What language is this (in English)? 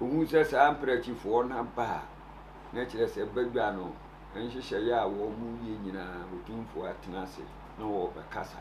Akan